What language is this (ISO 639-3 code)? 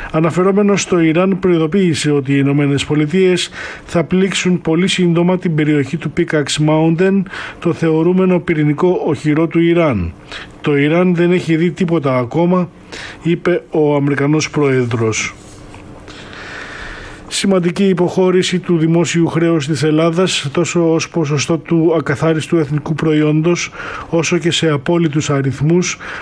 ell